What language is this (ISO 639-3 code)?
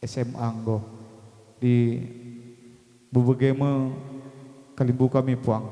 btx